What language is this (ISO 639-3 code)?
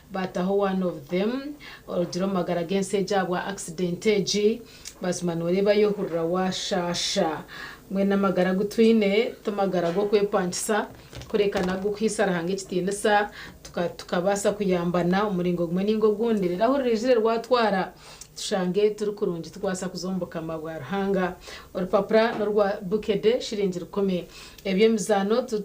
nyn